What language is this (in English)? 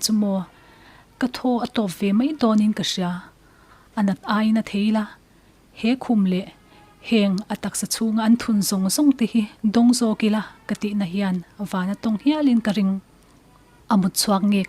Mizo